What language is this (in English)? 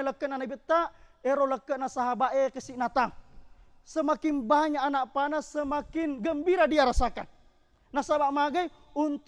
Buginese